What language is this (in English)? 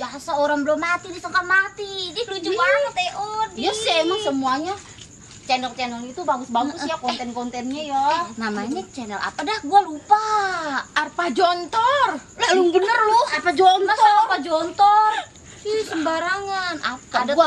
Betawi